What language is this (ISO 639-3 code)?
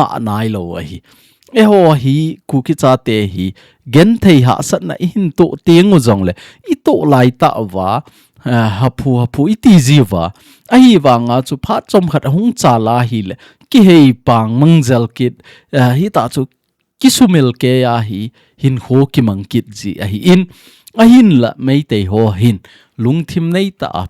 tcz